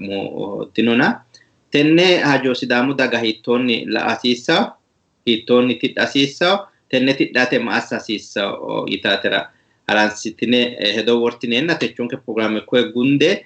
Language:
Sidamo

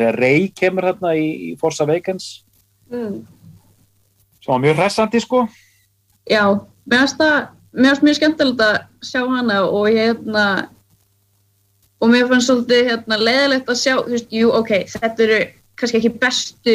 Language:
Icelandic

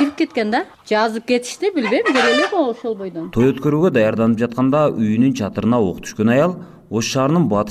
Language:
Kyrgyz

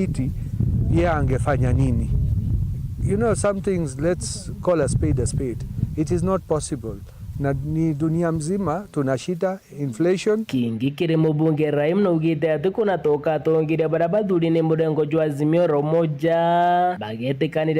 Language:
Meru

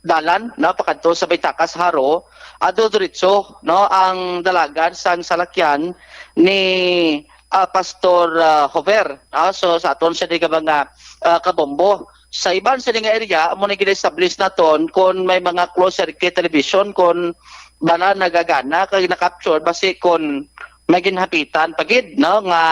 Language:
Hiligaynon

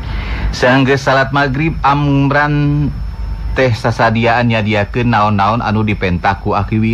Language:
Sundanese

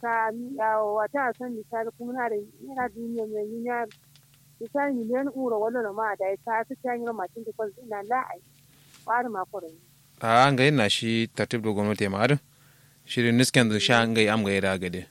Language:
Kanuri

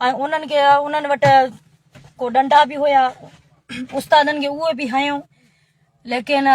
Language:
Sindhi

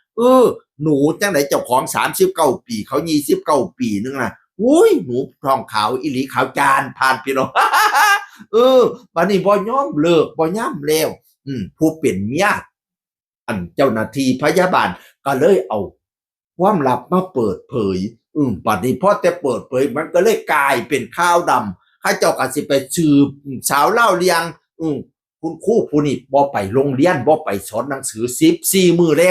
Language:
Northeastern Thai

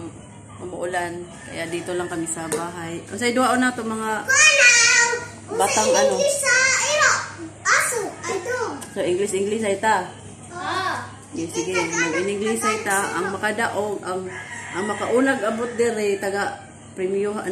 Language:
Cebuano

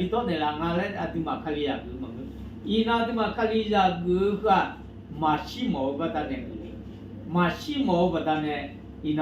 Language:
Akha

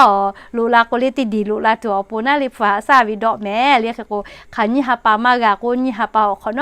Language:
Lahu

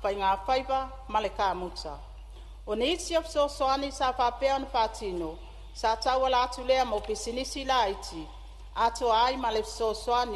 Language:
Samoan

